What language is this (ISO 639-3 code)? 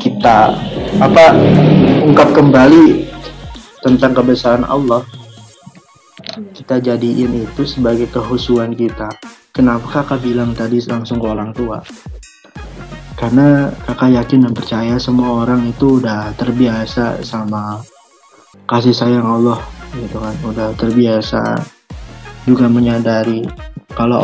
ind